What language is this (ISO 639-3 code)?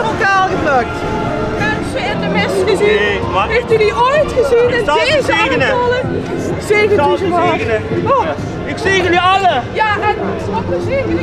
nld